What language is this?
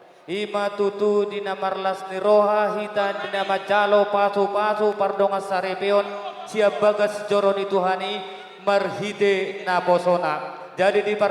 Batak Toba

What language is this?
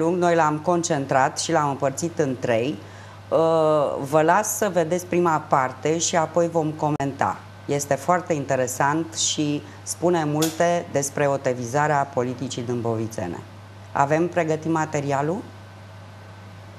Romanian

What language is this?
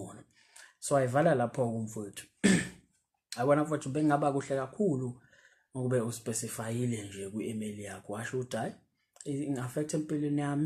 Zulu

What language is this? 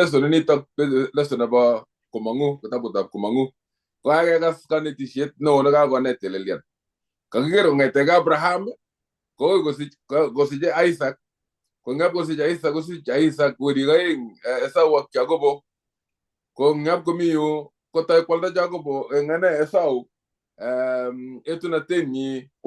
Kalenjin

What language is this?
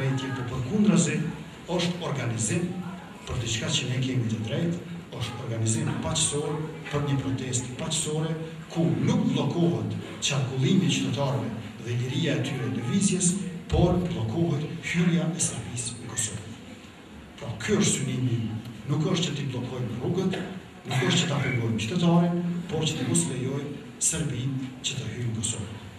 Albanian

